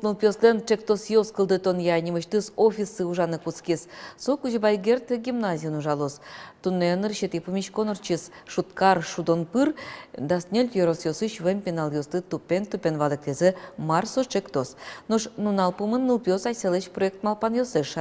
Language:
Udmurt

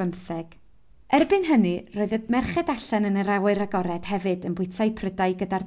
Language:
Welsh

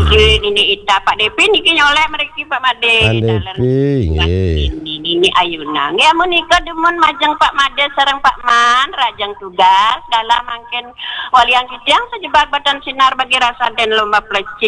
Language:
Balinese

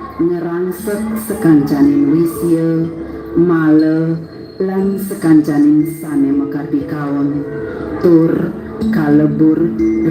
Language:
Balinese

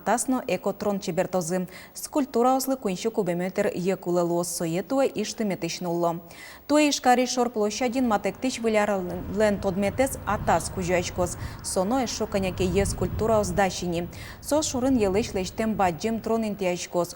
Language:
Udmurt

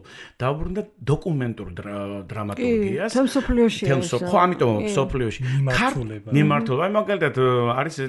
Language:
Georgian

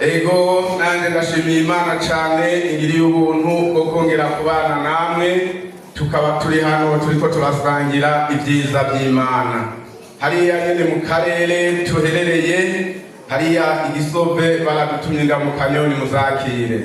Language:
Rundi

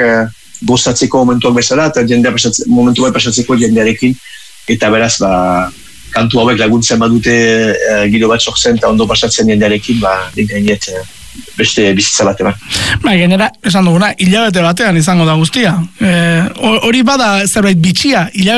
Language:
Basque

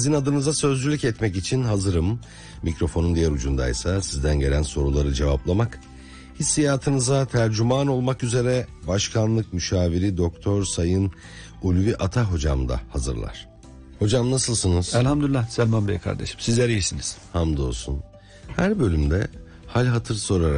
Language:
Turkish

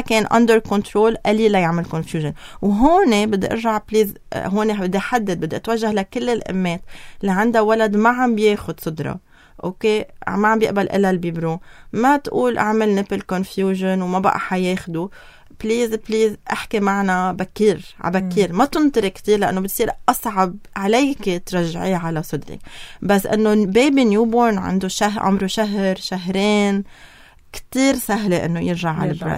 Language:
North Levantine Arabic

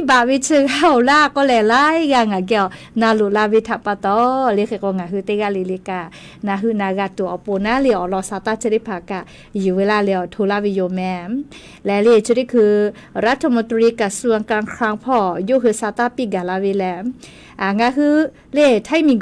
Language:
Lahu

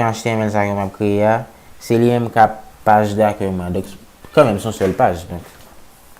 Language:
Haitian Creole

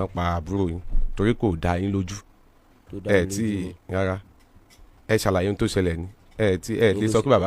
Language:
Yoruba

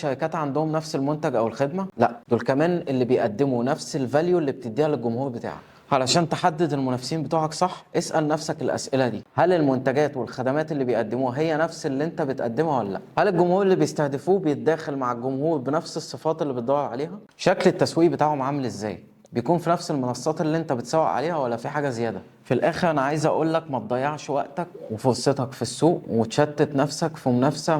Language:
Egyptian Arabic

